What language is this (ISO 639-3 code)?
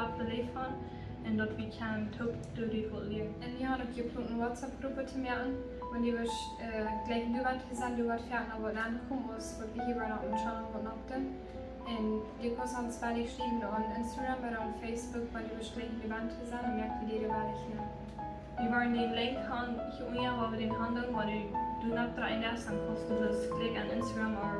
pdt